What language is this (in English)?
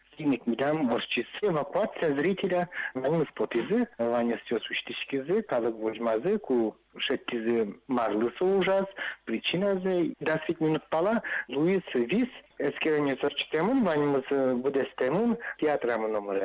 Udmurt